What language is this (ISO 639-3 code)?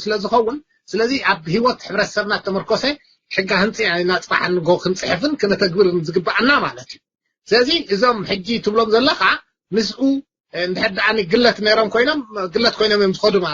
tir